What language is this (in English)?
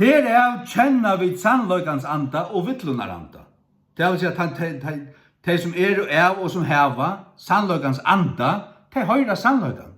Faroese